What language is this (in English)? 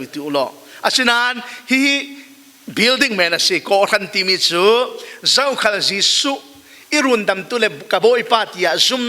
Falam Chin